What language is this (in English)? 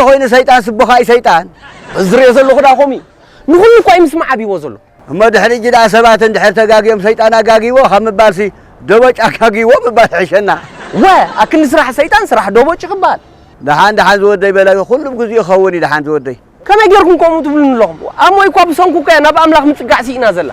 Tigrinya